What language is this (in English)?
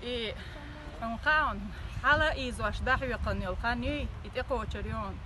Chechen